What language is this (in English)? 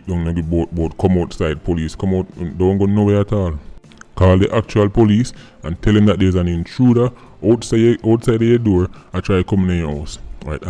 Jamaican Creole English